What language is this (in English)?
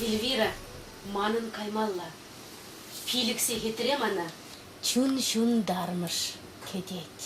Chuvash